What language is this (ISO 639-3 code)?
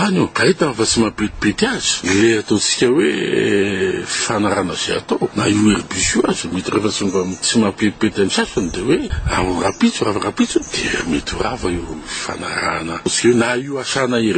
mlg